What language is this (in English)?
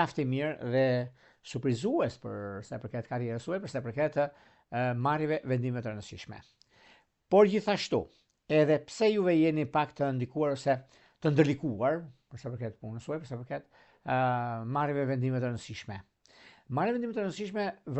Albanian